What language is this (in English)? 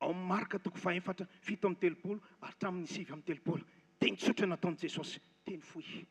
Malagasy